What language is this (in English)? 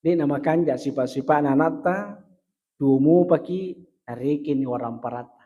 Buginese